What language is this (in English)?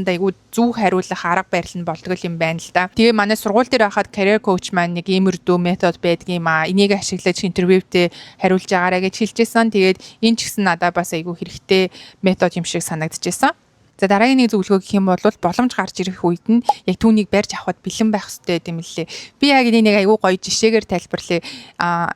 Mongolian